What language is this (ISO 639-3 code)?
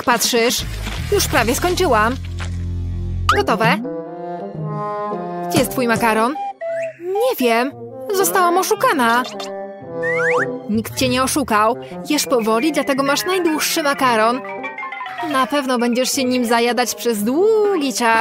pol